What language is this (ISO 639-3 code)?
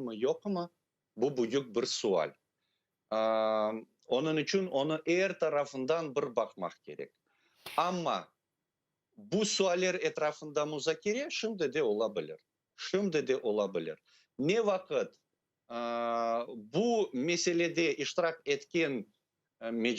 crh